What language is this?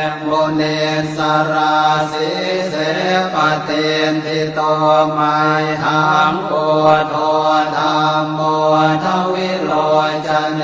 Pali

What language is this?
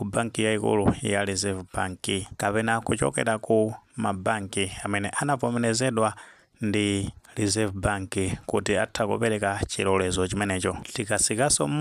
Nyanja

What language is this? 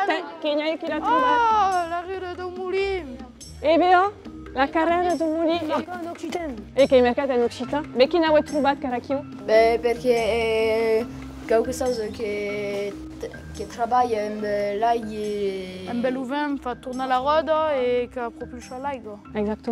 Occitan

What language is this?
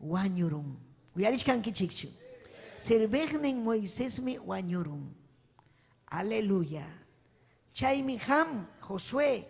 Ayacucho Quechua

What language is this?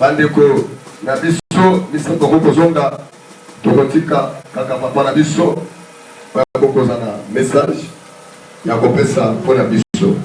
Lingala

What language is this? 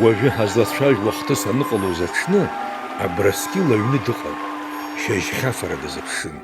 Abkhazian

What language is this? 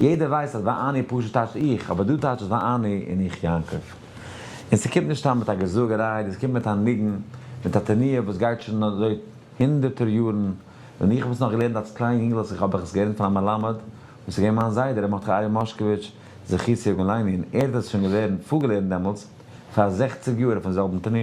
Yiddish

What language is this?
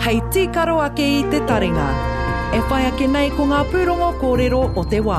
Māori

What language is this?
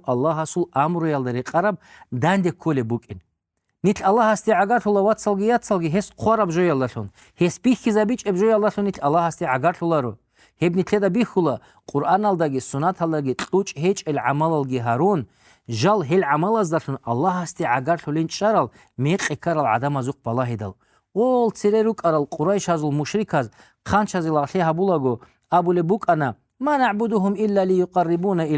Avaric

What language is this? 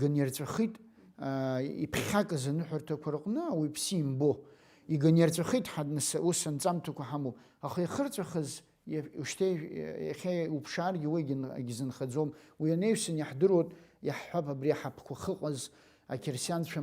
Abkhazian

